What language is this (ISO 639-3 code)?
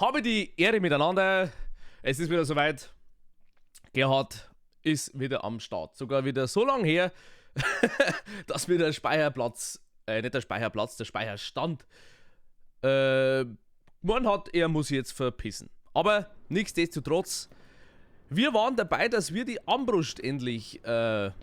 bar